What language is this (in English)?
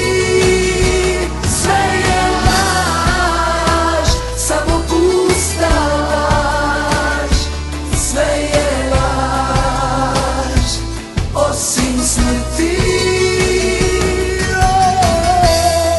Croatian